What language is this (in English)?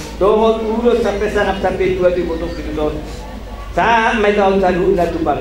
Batak Toba